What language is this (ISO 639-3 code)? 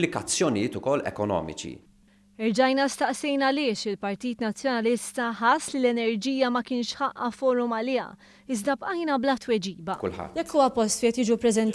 mlt